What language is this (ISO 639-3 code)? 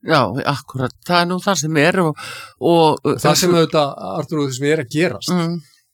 isl